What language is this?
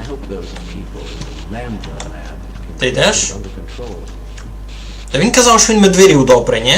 Rusyn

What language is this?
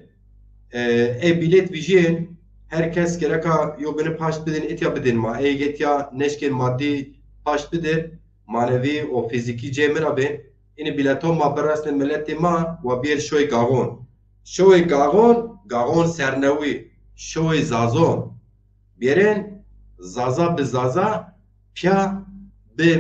Zaza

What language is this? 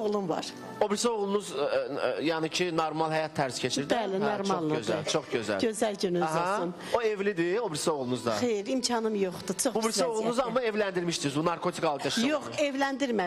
Azerbaijani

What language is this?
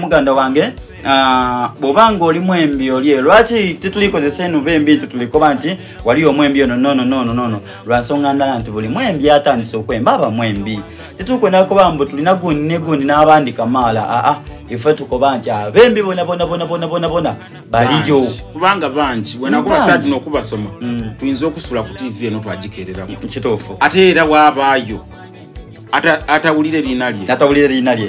Soga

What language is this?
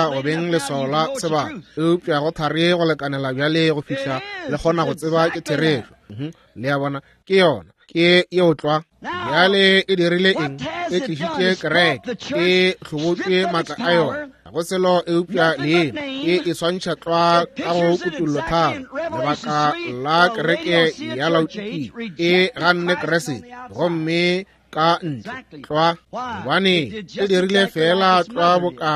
Northern Sotho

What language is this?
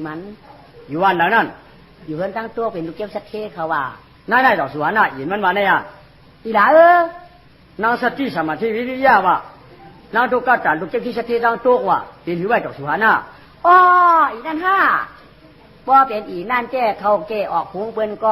Shan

